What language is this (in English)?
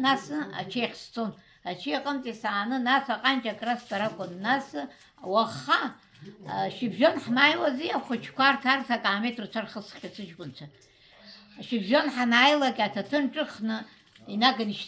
Abkhazian